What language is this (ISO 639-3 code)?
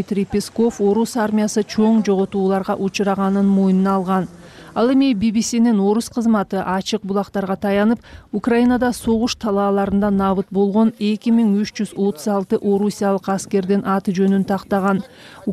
kir